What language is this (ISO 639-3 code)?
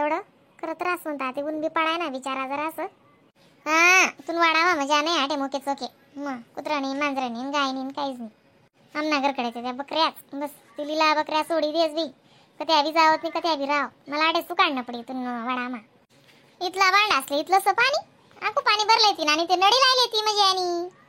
khn